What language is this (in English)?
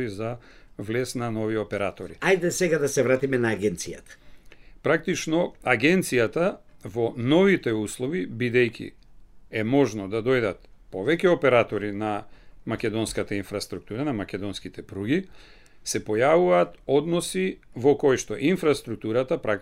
Macedonian